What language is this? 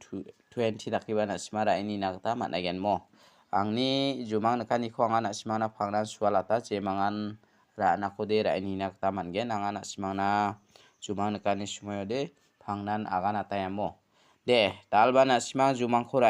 Garo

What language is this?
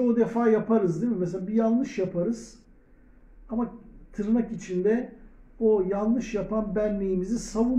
Turkish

